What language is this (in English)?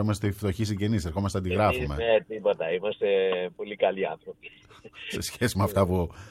Greek